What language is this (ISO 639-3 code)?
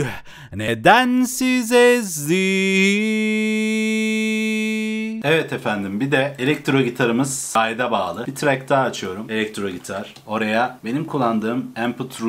tur